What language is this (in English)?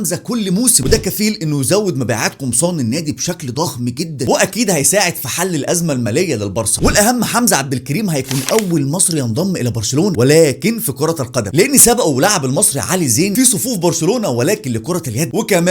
Egyptian Arabic